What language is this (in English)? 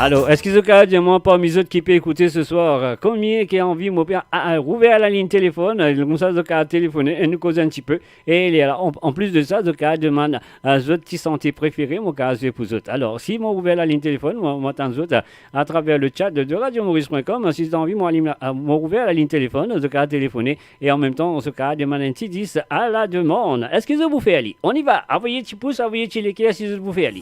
Morisyen